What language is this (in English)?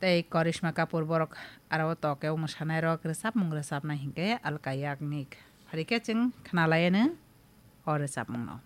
Kok Borok